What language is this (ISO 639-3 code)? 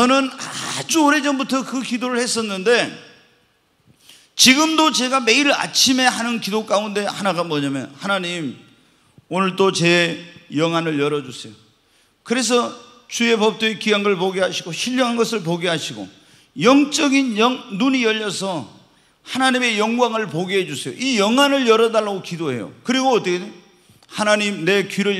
kor